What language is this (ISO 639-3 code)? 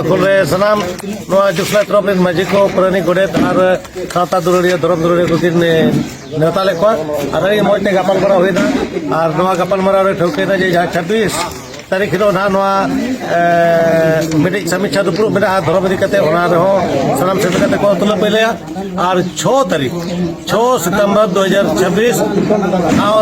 sat